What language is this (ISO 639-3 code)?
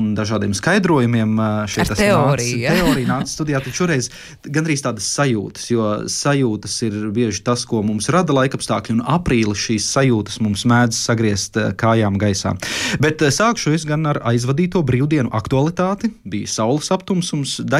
lav